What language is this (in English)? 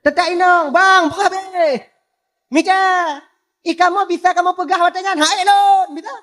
Achinese